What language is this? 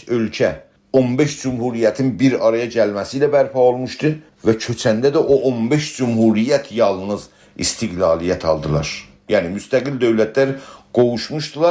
South Azerbaijani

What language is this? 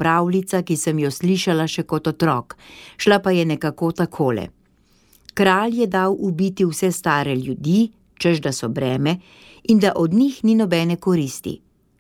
Slovenian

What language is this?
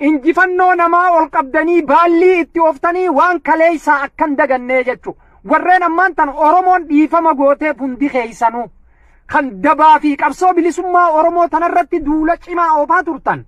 Oromo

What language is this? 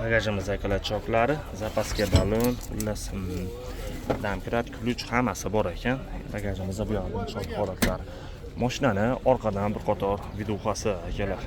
Uzbek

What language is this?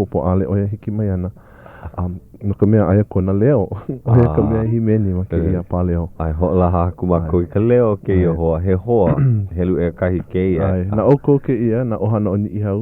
Hawaiian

